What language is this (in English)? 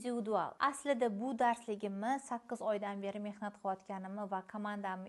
Uzbek